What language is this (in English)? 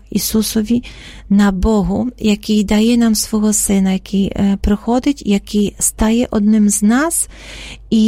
Ukrainian